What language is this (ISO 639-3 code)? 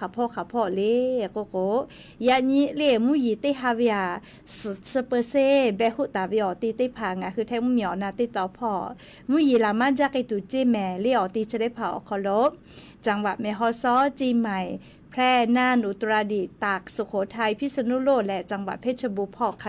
lhu